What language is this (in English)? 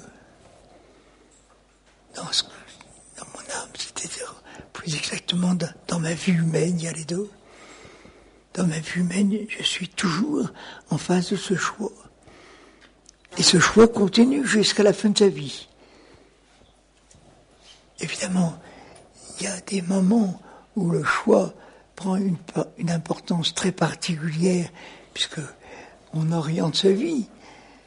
French